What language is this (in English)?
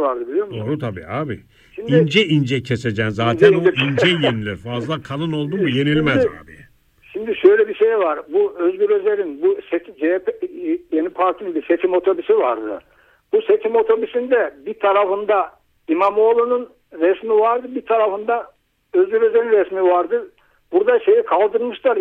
Turkish